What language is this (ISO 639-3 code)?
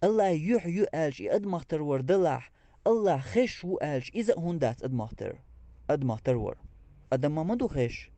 che